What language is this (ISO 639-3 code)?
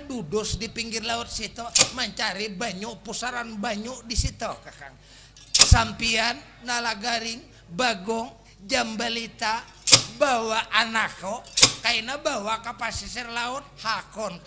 bjn